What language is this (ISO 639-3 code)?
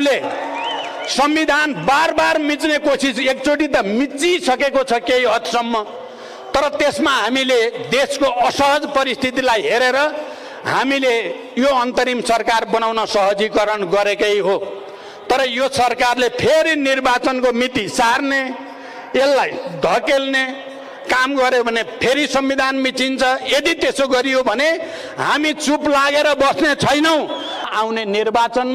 nep